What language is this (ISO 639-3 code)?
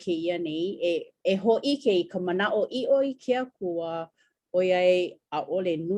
haw